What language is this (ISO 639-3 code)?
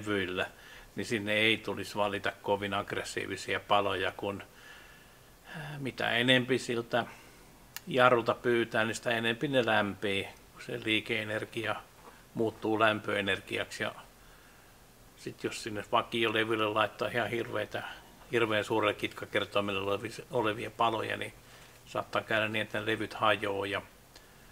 fin